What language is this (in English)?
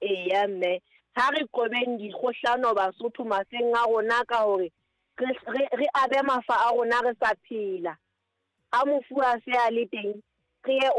Southern Sotho